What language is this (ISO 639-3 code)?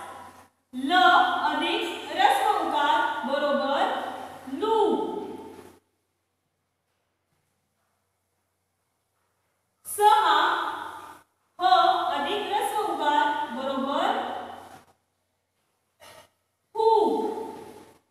mar